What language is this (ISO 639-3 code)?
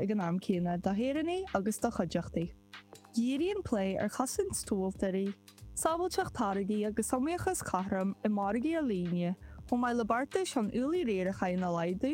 gle